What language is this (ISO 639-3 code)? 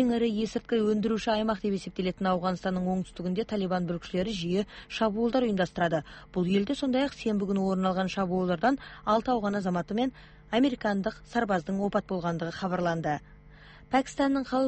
kaz